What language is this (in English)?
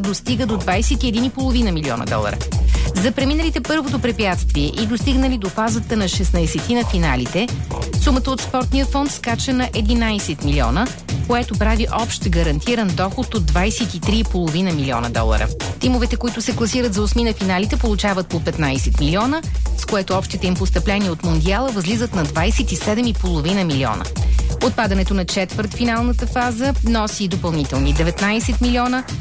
Bulgarian